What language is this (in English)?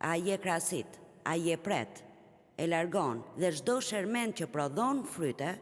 Albanian